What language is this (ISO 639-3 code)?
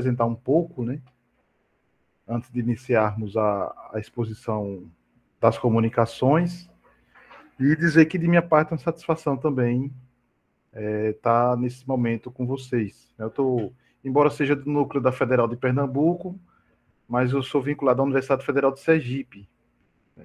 por